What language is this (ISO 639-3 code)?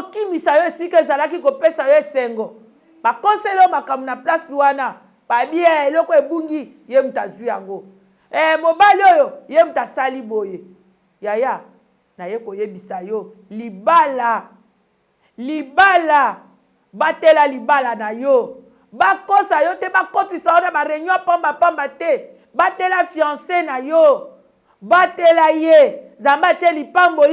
lin